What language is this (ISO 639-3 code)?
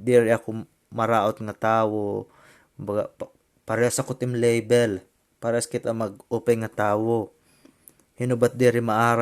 war